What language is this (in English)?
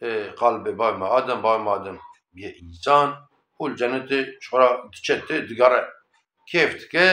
Kurdish